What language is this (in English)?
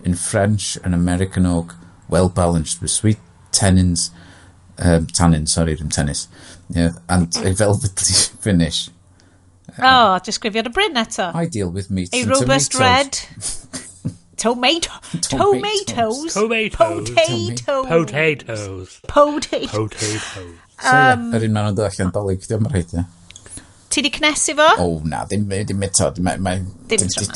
Welsh